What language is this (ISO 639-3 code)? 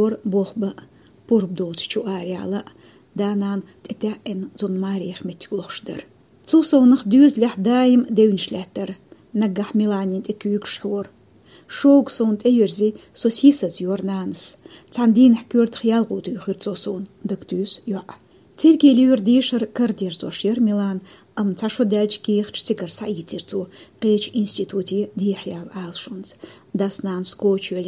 che